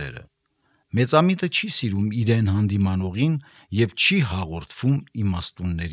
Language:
Armenian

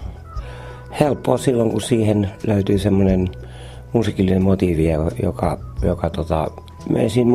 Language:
Finnish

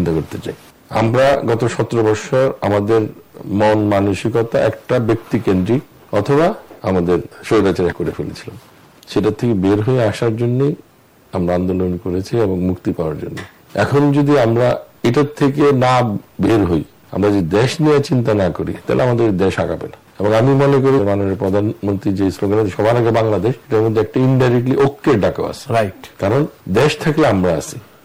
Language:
Bangla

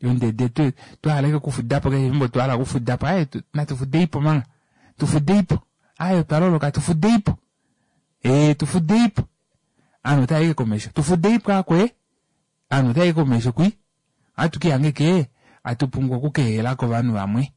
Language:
Kuanyama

